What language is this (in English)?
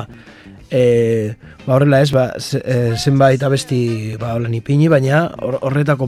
Basque